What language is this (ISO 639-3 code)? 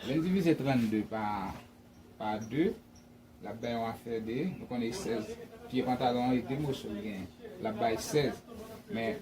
hat